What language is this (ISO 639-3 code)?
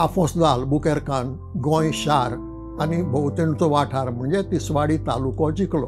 kok